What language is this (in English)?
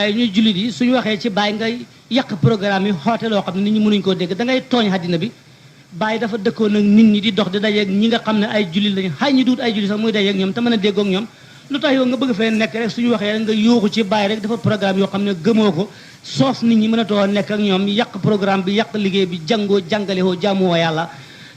Wolof